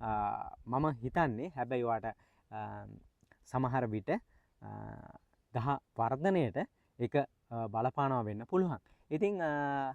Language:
Sinhala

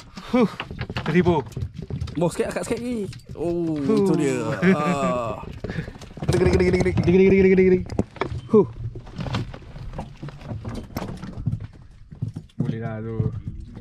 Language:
Malay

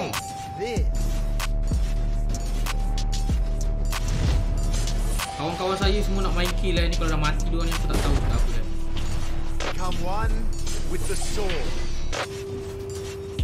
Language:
Malay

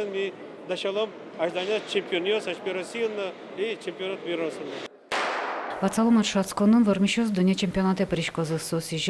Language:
Udmurt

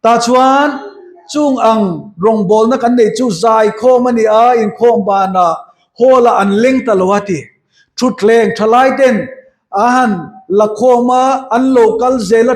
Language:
Mizo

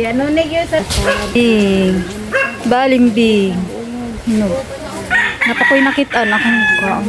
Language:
Cebuano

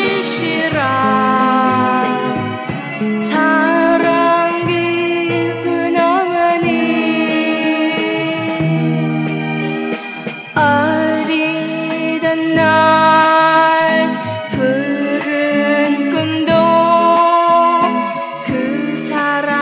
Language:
Korean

